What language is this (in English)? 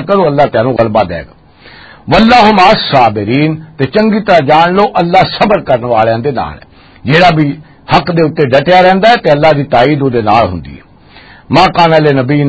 Western Panjabi